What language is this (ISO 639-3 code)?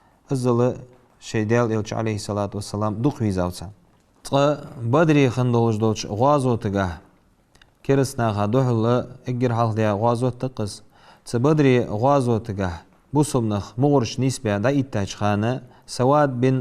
inh